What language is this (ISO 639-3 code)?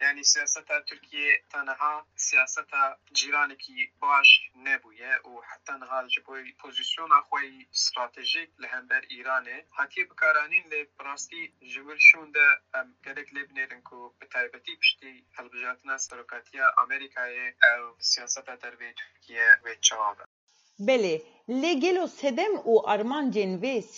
kur